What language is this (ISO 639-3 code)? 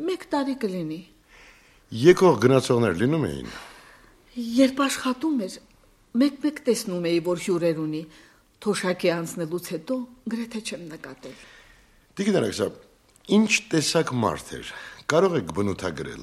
hye